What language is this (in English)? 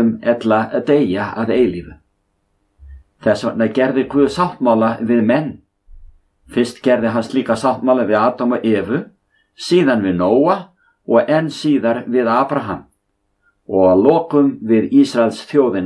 Icelandic